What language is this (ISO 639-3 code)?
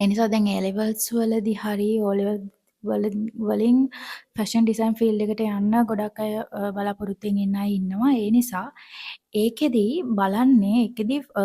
sin